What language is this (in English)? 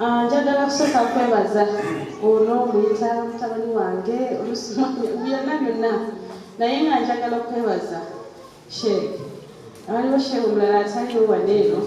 Ganda